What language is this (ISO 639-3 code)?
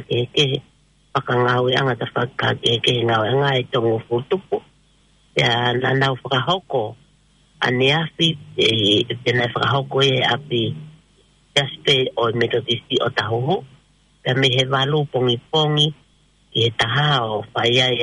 ton